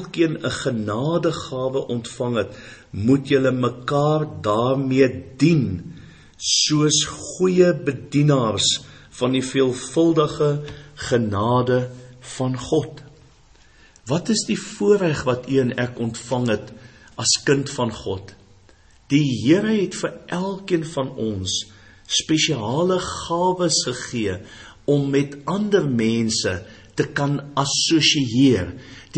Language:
Afrikaans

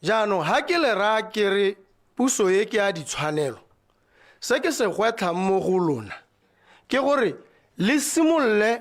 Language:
Tswana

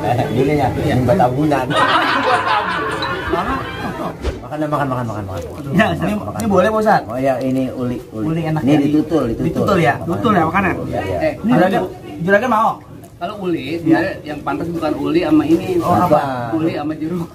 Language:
Betawi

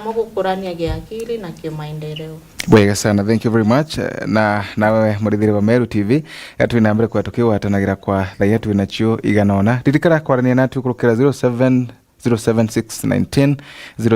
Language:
Meru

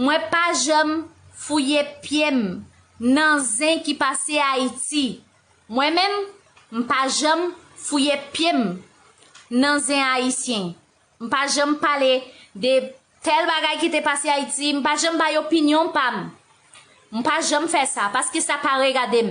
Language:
Haitian Creole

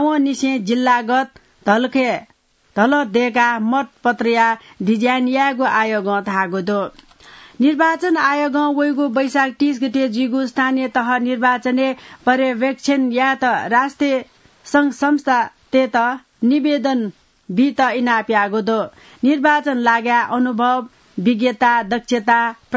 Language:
Newari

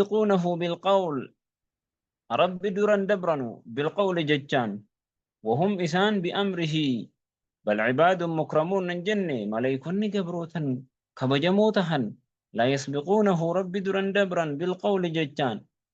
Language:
Oromo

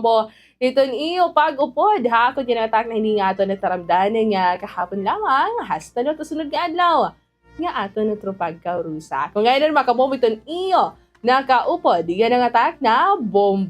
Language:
Waray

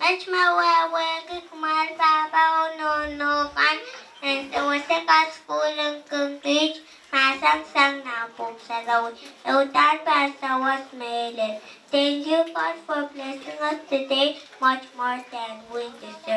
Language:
Pohnpeian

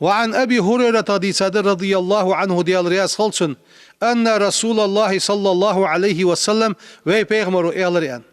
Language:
Ingush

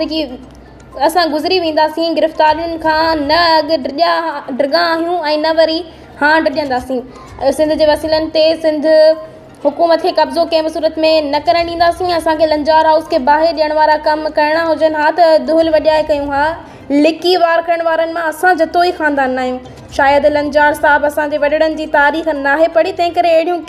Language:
Sindhi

